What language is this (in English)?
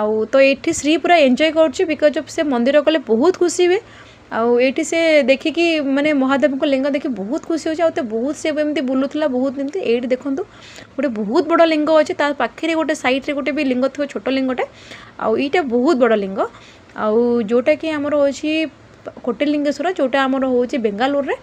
Odia